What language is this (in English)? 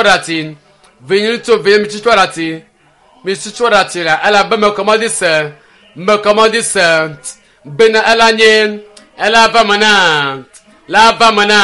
Ewe